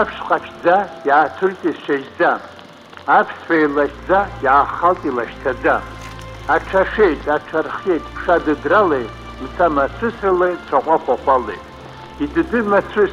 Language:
Abkhazian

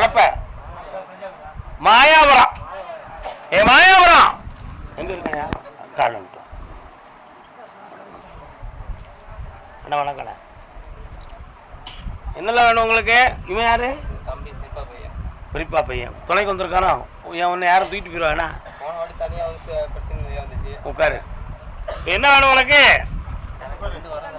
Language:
Tamil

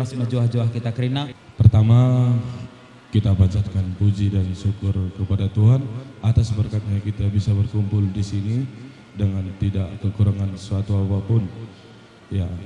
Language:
Batak Karo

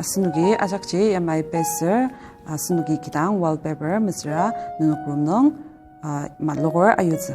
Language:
Ao Naga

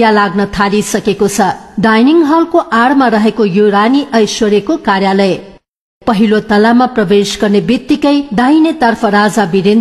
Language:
Nepali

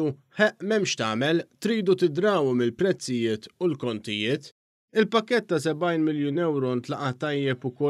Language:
Maltese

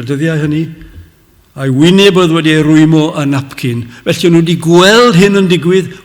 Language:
Welsh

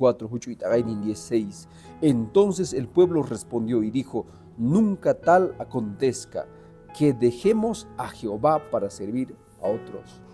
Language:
Quechua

